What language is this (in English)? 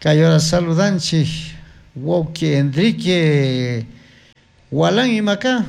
Chimborazo Highland Quichua